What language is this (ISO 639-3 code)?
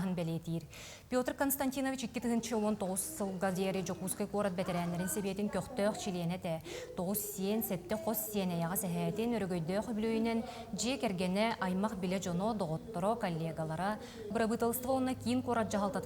sah